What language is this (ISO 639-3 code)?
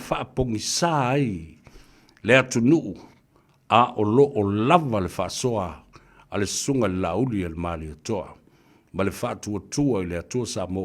smo